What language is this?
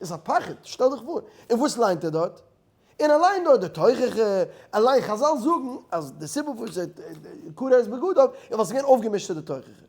Yiddish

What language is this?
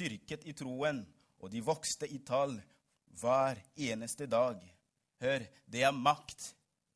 Norwegian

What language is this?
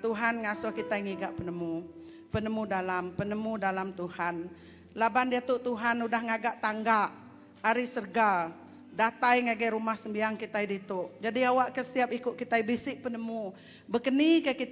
Iban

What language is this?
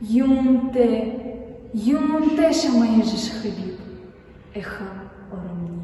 Buriat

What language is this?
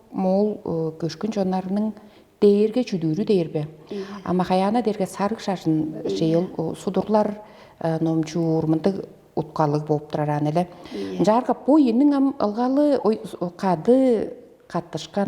Tuvinian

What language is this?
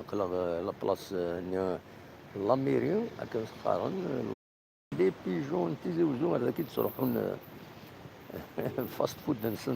Kabyle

